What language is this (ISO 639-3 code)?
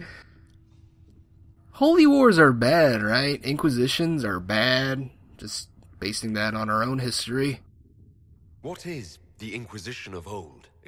eng